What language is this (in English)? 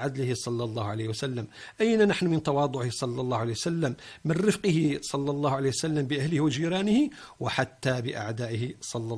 Arabic